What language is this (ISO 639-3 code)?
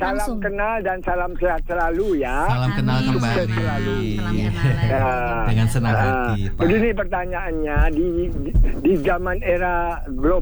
ind